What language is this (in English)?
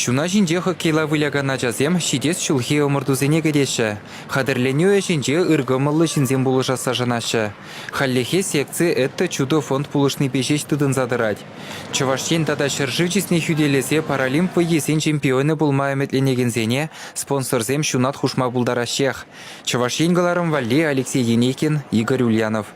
Chuvash